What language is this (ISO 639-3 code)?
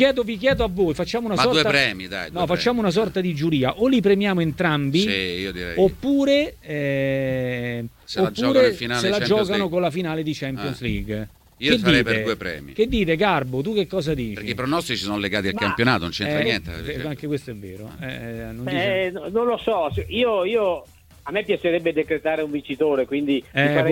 ita